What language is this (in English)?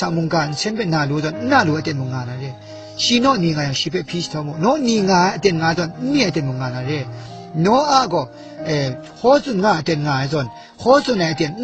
Kachin